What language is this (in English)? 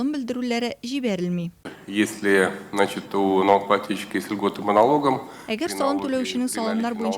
Tatar